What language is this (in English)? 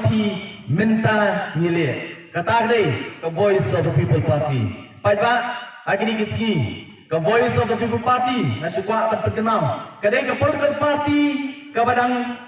Khasi